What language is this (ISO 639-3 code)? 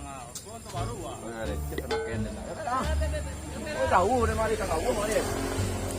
min